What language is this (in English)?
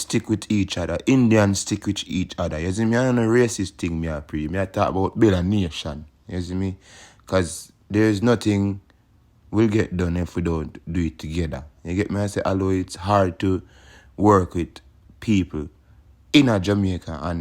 Jamaican Creole English